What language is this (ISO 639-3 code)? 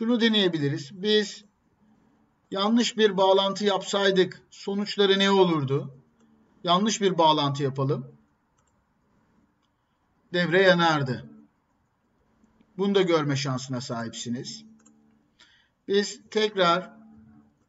tur